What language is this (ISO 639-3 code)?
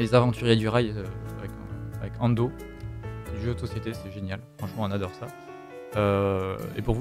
fra